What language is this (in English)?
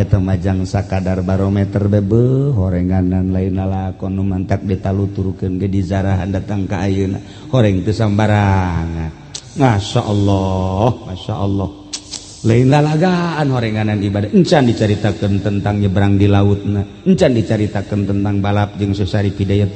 Sundanese